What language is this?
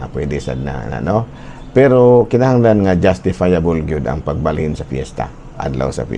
Cebuano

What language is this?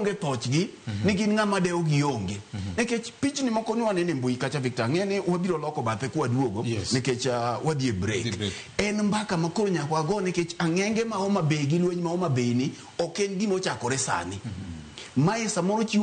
Luo (Kenya and Tanzania)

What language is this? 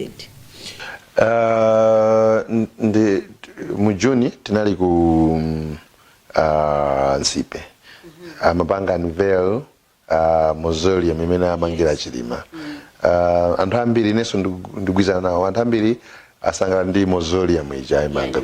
Nyanja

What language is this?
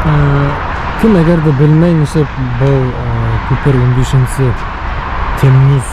Bashkir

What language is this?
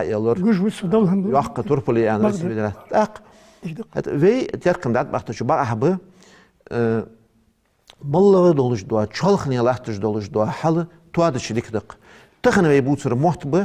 Ingush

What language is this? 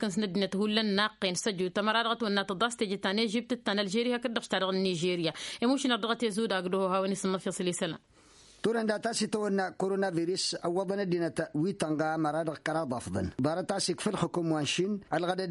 Tamasheq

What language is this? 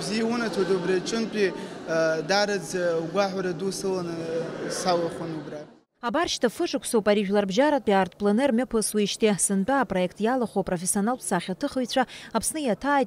Abkhazian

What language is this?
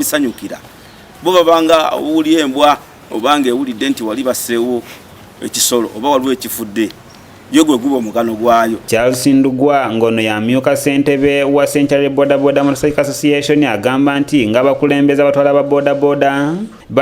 Ganda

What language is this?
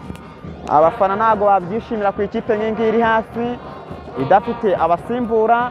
Kinyarwanda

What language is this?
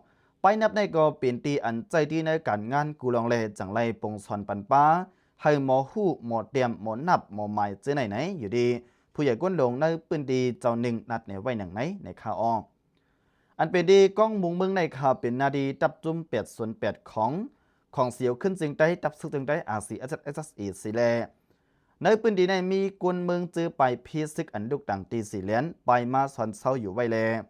Lao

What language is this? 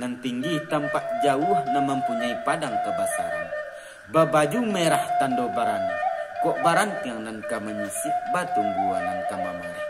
Minangkabau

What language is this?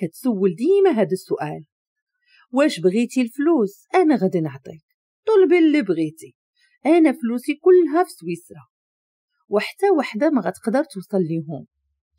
Moroccan Arabic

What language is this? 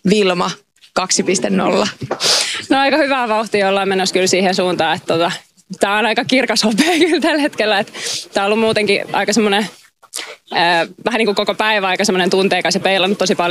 Finnish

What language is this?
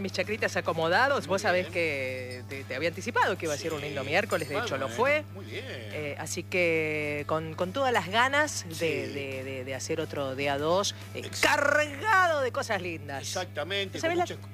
Spanish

